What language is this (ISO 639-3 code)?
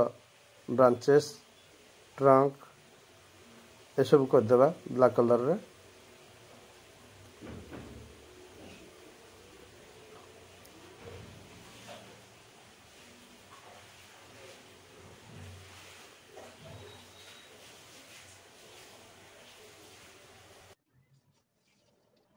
ori